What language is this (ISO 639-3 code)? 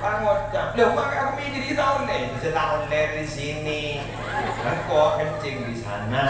mad